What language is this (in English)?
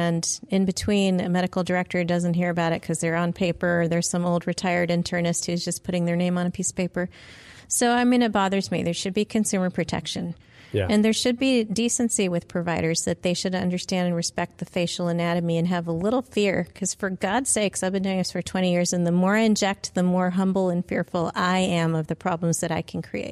English